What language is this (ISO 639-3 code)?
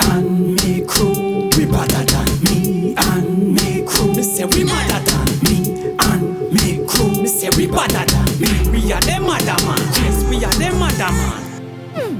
jam